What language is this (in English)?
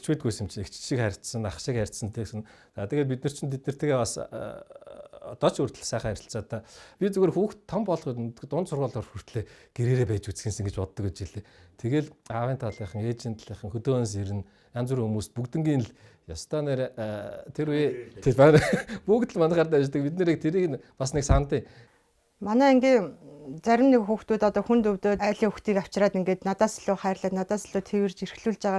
Mongolian